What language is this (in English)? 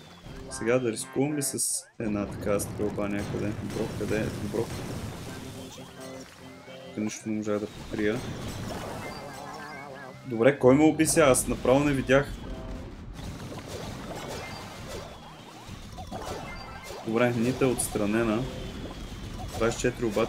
Bulgarian